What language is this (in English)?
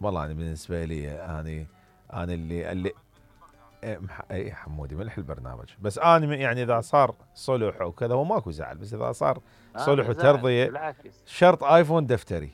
Mesopotamian Arabic